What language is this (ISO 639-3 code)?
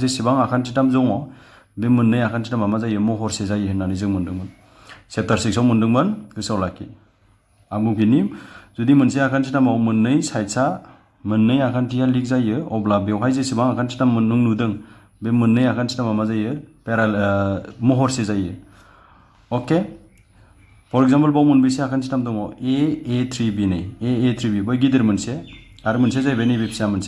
brx